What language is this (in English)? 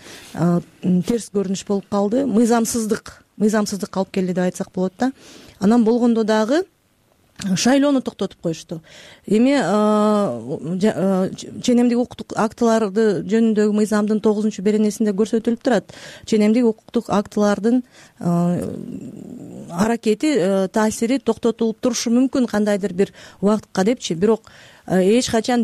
Kyrgyz